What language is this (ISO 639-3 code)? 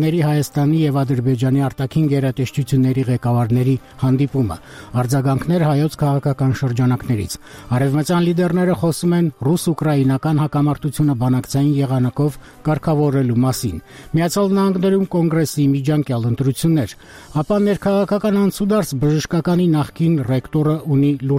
hye